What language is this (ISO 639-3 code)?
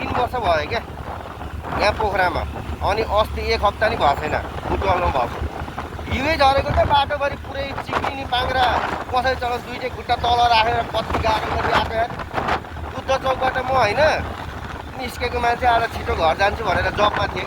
nep